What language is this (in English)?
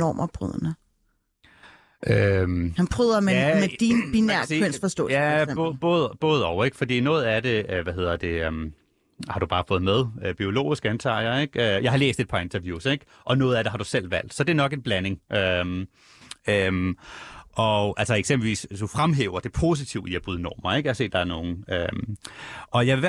Danish